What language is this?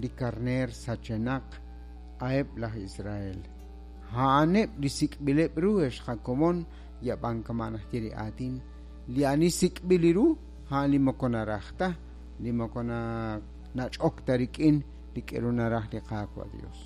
Kekchí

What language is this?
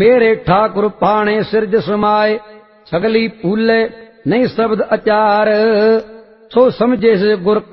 Punjabi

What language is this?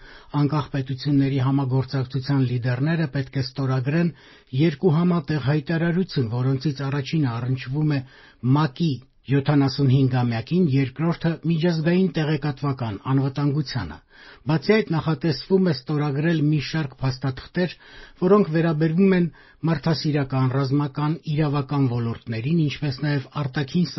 Armenian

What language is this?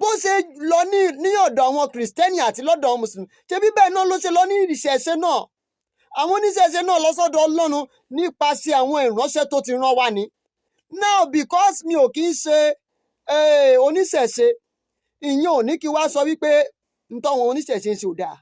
Yoruba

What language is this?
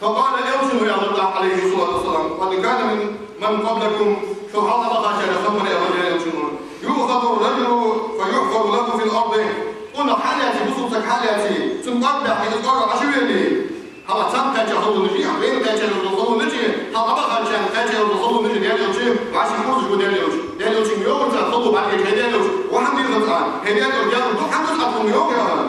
Ingush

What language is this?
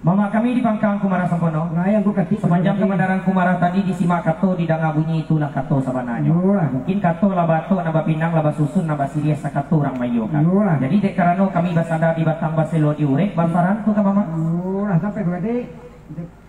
Minangkabau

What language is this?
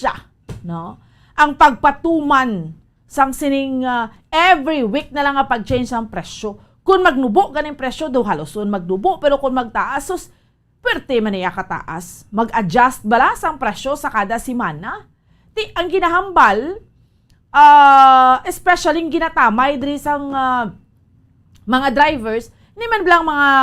Hiligaynon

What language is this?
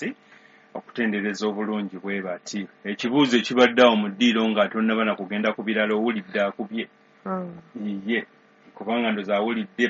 Ganda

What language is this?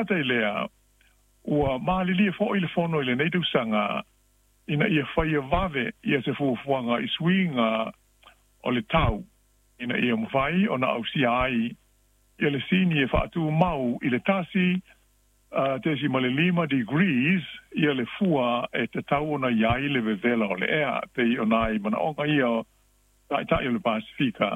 Samoan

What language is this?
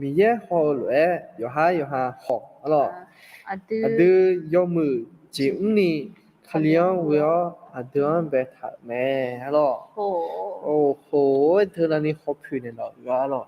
Akha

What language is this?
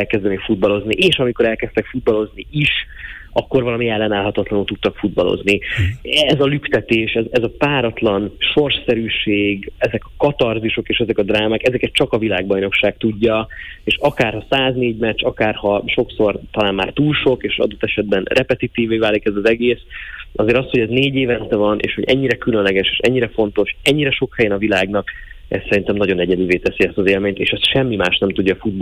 Hungarian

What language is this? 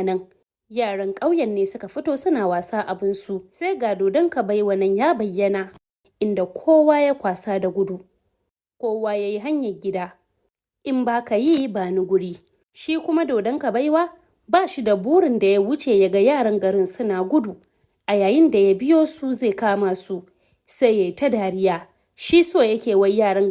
Hausa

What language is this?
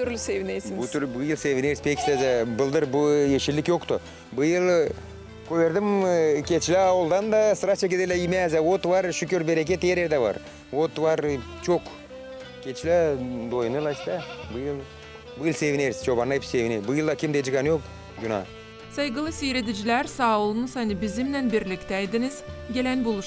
Gagauz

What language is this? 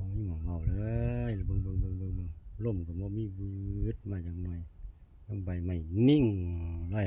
Northeastern Thai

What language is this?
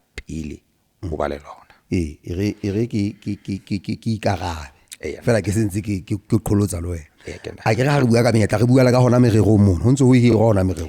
Southern Sotho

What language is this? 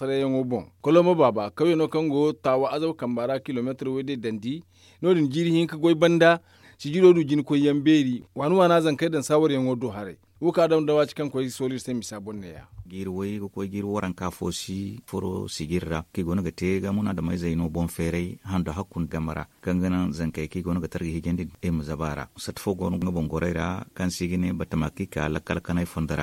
Zarma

